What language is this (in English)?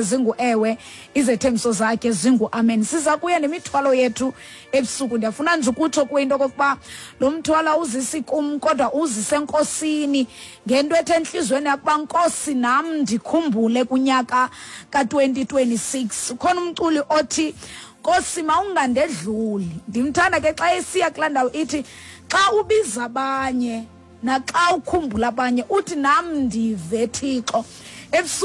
Xhosa